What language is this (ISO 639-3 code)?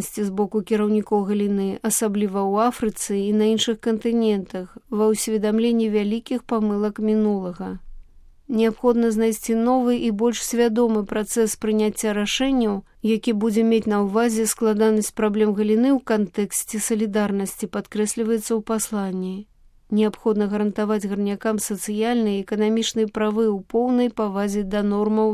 bel